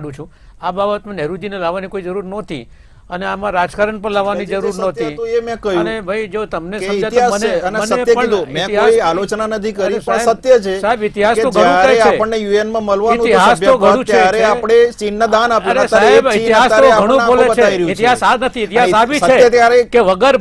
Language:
Gujarati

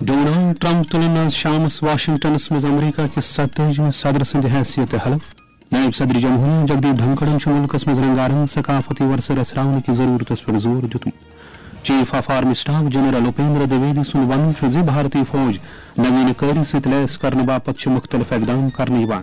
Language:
Kashmiri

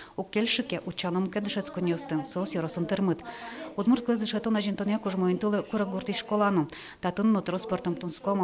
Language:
Udmurt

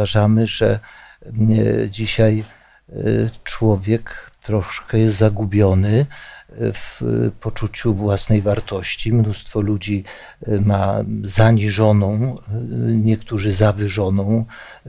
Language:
Polish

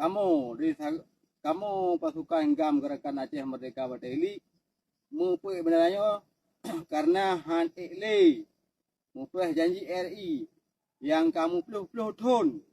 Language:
Achinese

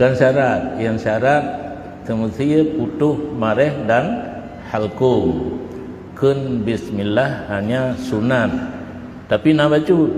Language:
Achinese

